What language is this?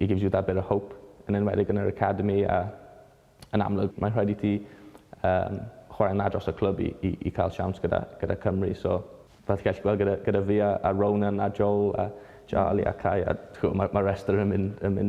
Welsh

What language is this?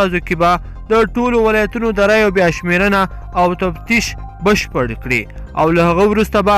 Pashto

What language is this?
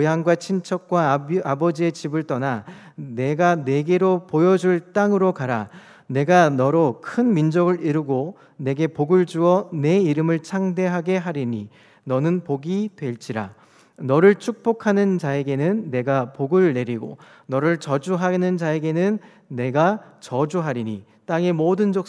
Korean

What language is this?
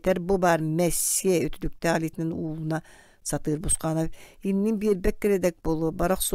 Yakut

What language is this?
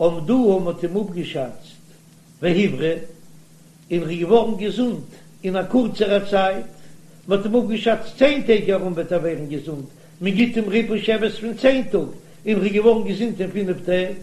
Yiddish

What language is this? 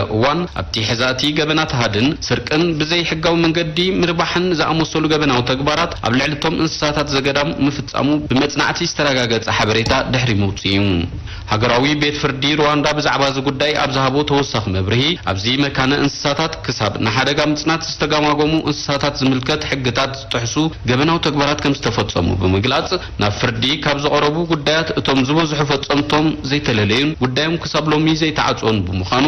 Tigrinya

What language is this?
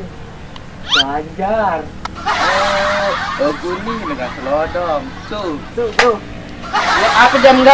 Sasak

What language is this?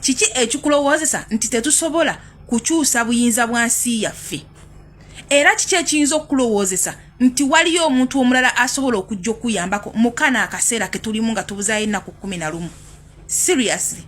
Ganda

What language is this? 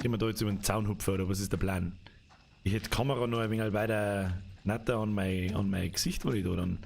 Bavarian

